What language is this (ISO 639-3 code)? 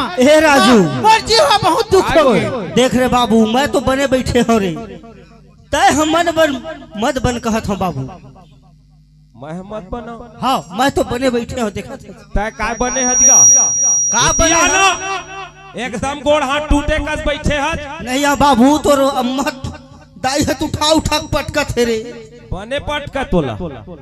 hne